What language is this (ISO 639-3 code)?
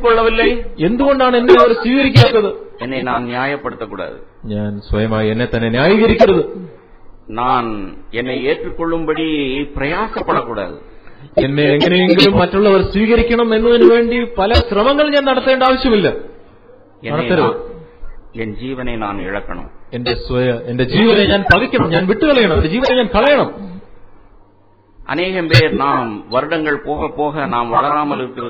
mal